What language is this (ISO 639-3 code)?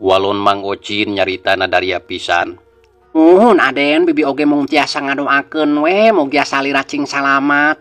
sun